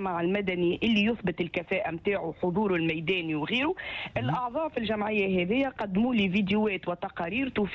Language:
Tunisian Arabic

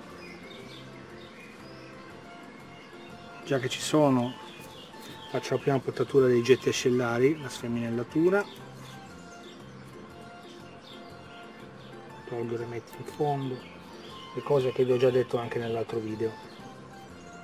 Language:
Italian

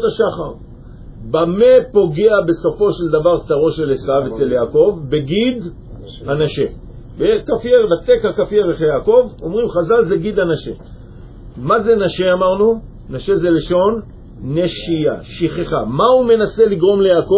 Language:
Hebrew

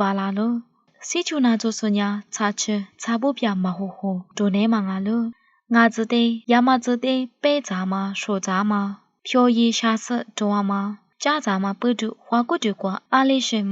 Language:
Lisu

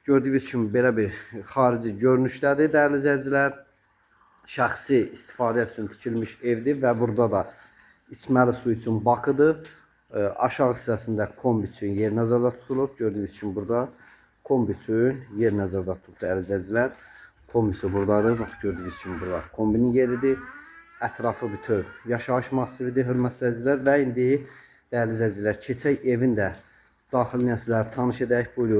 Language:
Azerbaijani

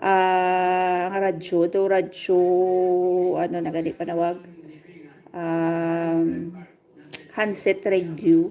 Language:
Hiligaynon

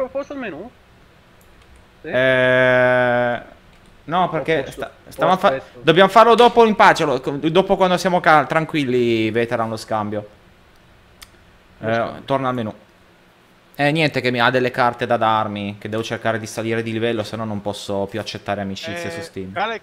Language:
Italian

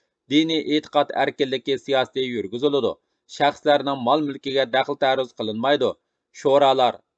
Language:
Uyghur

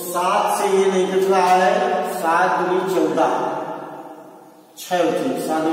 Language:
Hindi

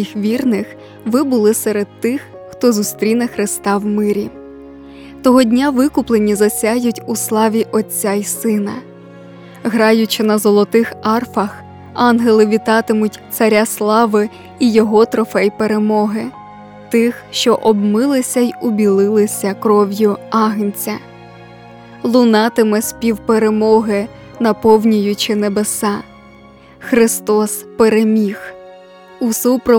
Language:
Ukrainian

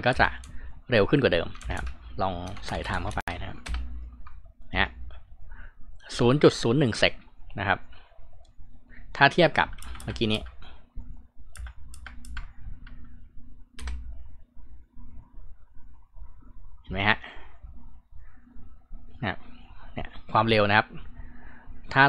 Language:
Thai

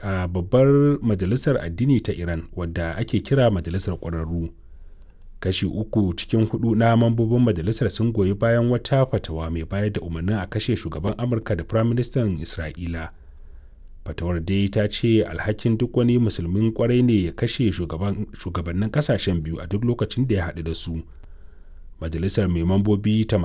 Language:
Hausa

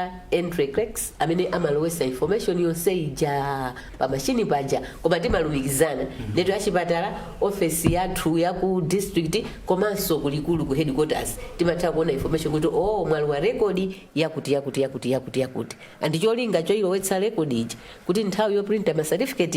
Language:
Nyanja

